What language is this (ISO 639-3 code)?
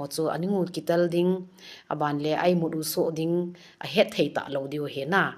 tcz